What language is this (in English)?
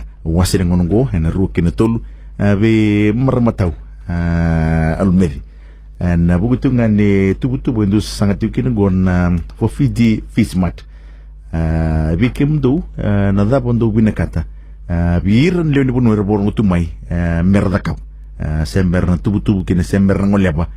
Fijian